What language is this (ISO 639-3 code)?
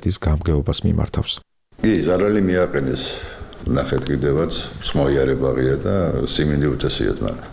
kat